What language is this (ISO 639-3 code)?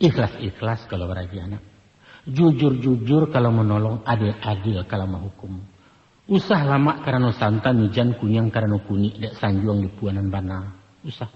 min